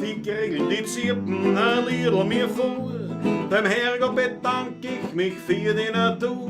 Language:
Bavarian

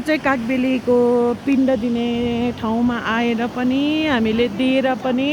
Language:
Nepali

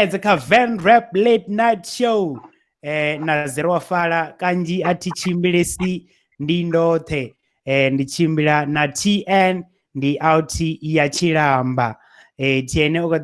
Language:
Venda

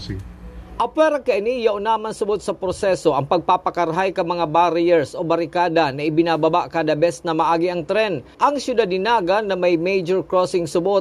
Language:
Bikol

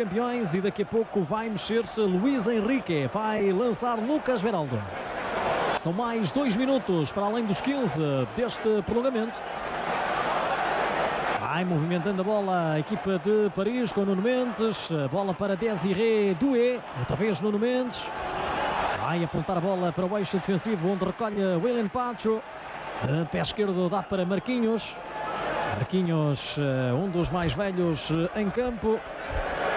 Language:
Portuguese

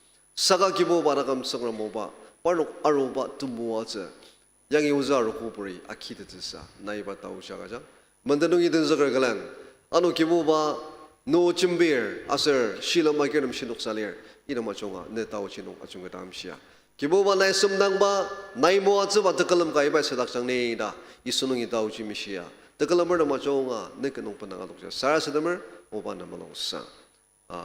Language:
Ao Naga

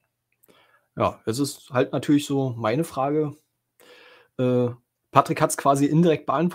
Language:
German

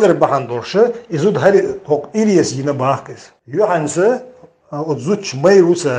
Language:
Chechen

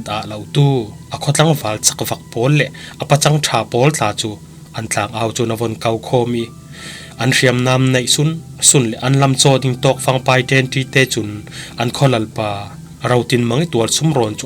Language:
Falam Chin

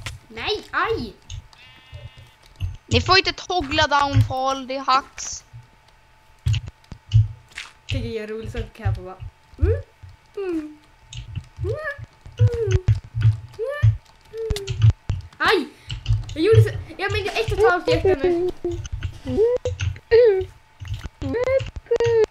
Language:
Swedish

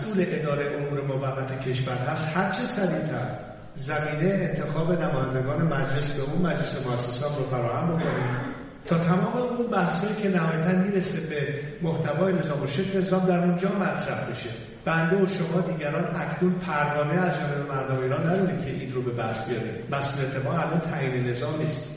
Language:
Persian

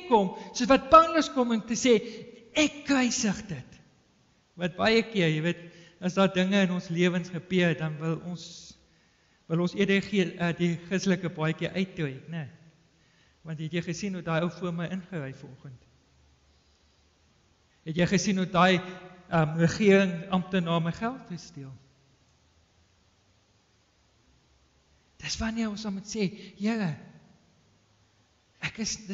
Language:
Afrikaans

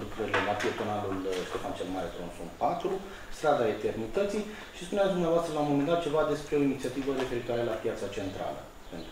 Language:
Romanian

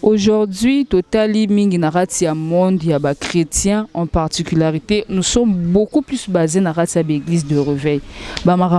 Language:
Lingala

